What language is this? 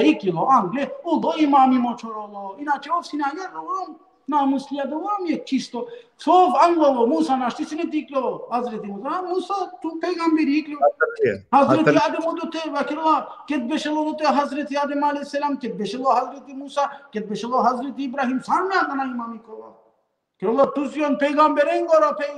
Balkan Romani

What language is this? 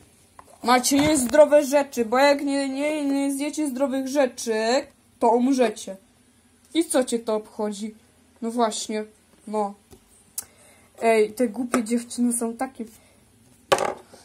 Polish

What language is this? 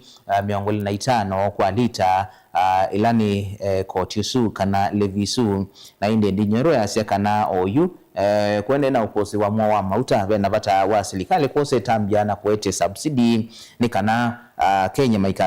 Kamba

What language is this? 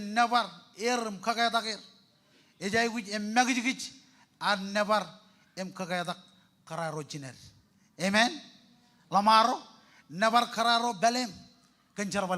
Marshallese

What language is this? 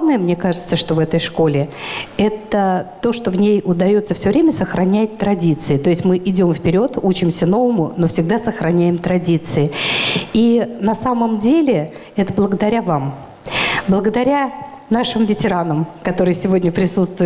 Russian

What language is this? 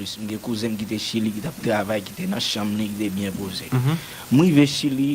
Haitian Creole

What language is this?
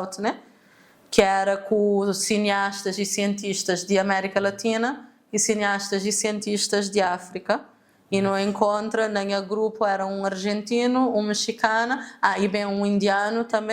Kabuverdianu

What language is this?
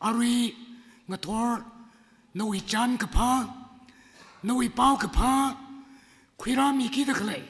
Tangkhul Naga (India)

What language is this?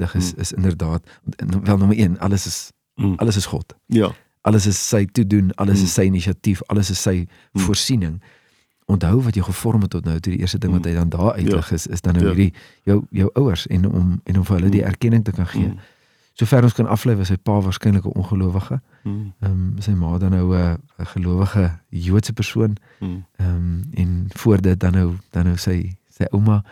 Afrikaans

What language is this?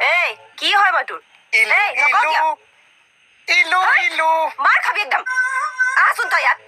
Assamese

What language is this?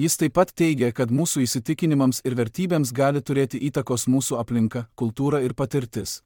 Lithuanian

